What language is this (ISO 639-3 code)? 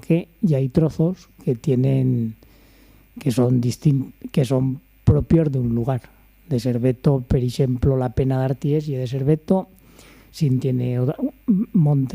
arg